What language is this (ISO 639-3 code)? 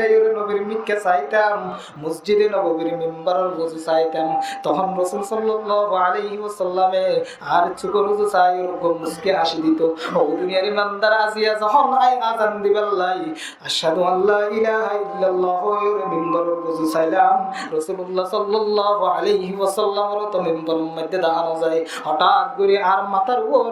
rhg